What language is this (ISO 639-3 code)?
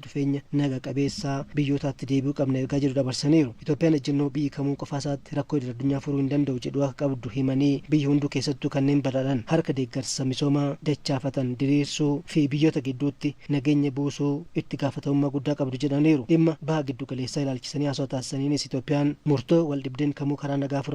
orm